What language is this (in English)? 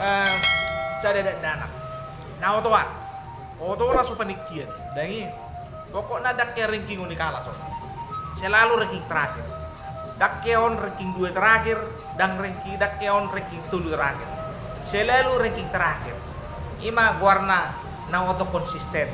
Batak Toba